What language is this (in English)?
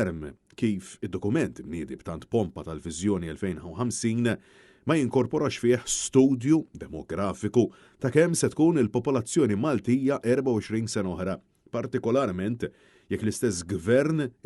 Maltese